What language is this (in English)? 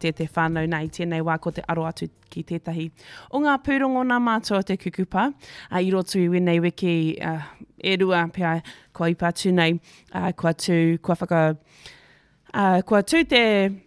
Māori